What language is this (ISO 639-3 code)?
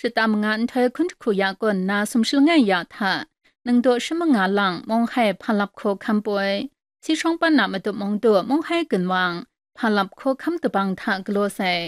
kac